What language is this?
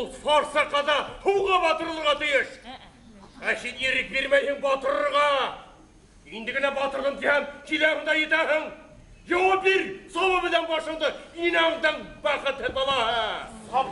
Bashkir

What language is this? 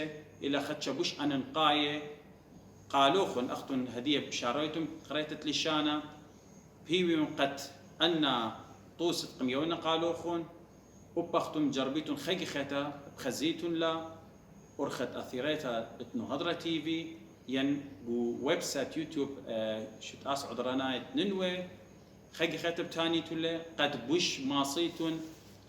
Assyrian Neo-Aramaic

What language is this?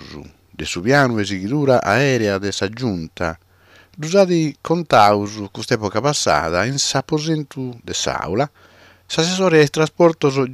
Sardinian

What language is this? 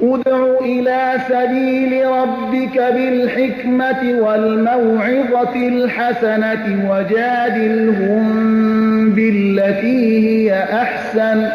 Persian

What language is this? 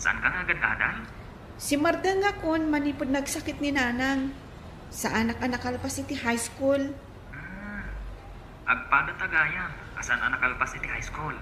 Iloko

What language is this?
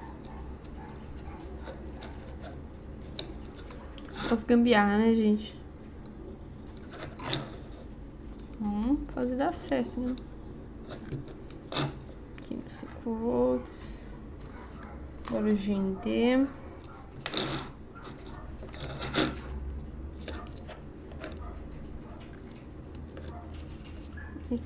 Portuguese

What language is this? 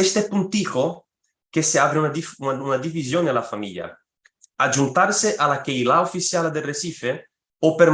Ladino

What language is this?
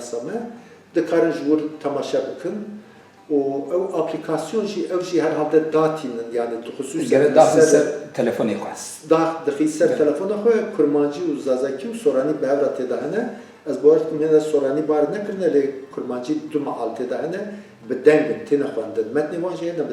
Kurdish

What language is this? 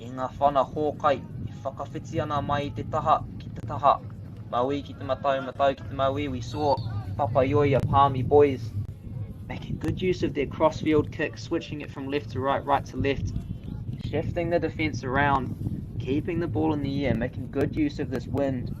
Māori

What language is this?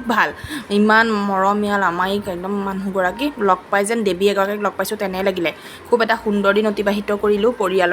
Assamese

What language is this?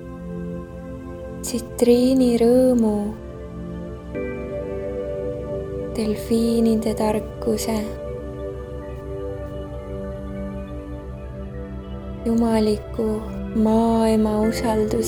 Estonian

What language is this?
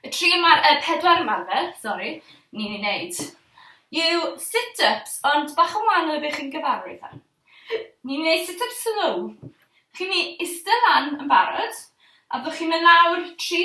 Welsh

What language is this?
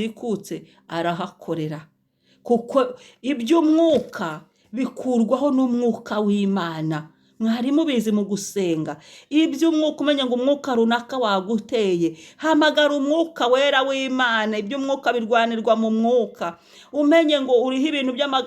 Kinyarwanda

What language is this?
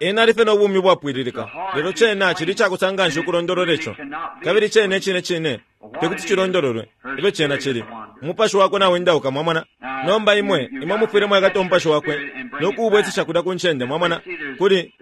Bemba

